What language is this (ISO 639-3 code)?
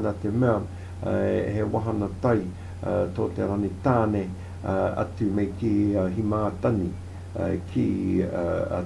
mri